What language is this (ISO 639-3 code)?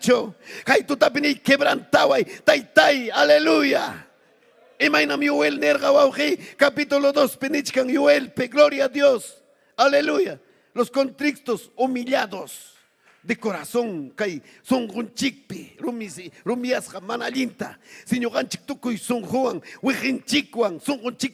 quy